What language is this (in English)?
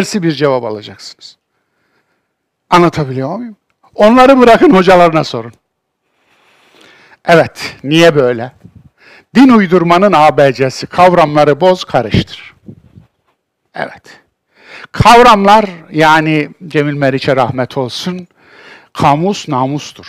Turkish